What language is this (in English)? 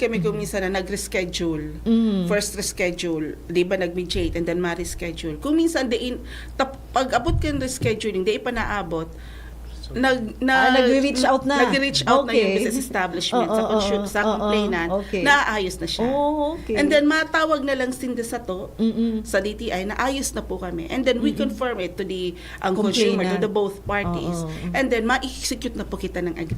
Bikol